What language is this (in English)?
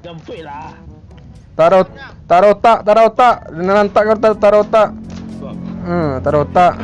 Minangkabau